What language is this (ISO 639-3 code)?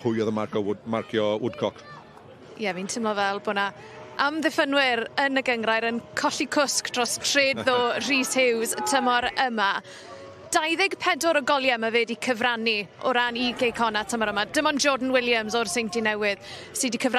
cym